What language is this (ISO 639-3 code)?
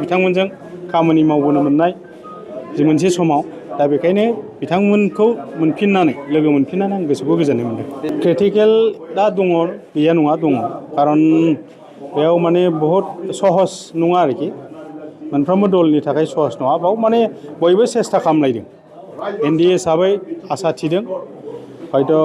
brx